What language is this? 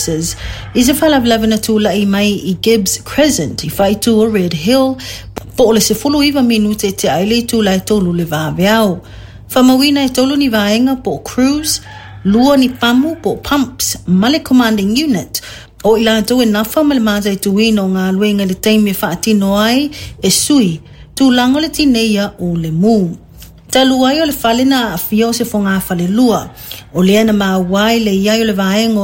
Samoan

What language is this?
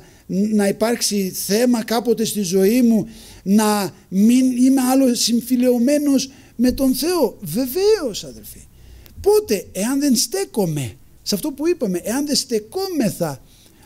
Greek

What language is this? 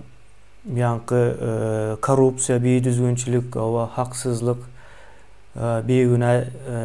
Turkmen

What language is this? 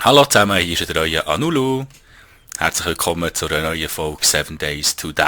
Swiss German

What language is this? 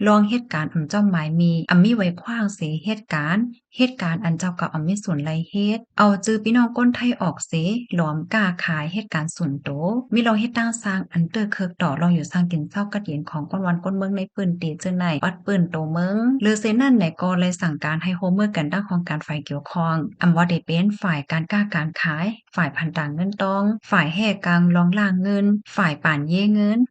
Shan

